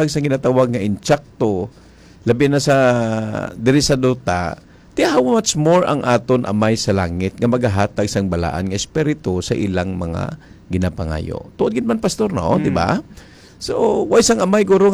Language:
Hiligaynon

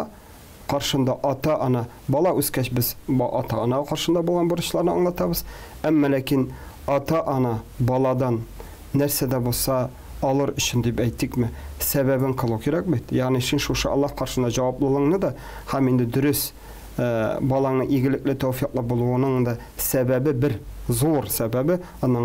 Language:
Tatar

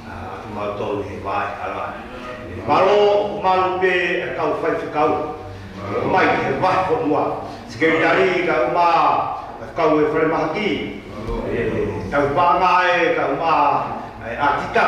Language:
Tongan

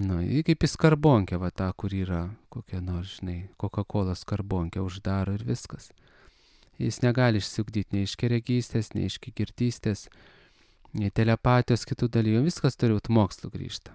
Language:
Lithuanian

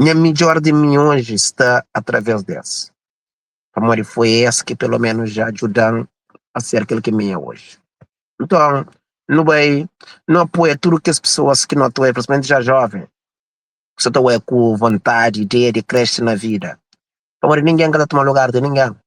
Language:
Kabuverdianu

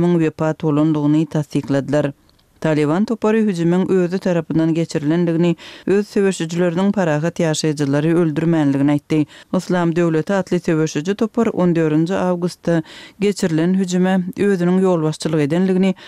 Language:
Kyrgyz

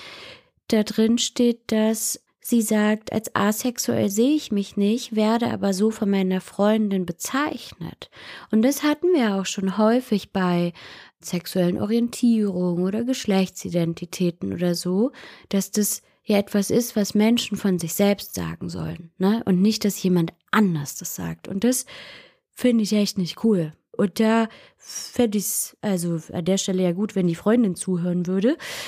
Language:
German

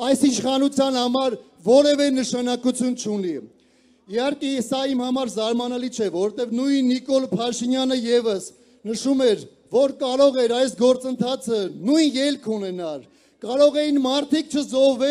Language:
Armenian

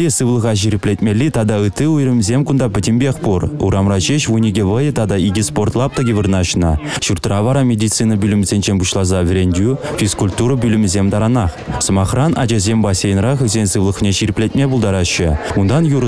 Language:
Chuvash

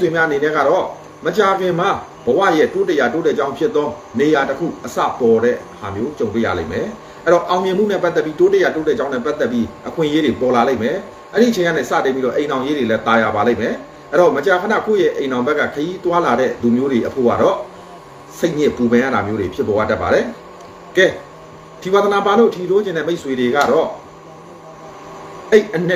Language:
Burmese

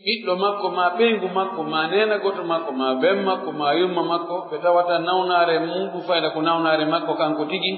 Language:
Pular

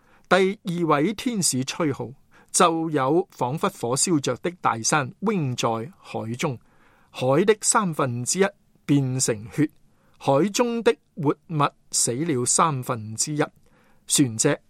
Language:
Cantonese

